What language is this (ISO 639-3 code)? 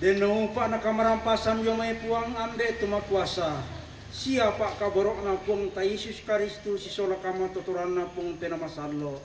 sda